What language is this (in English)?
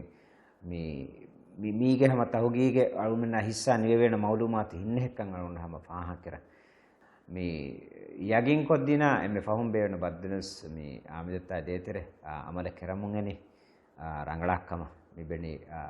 Divehi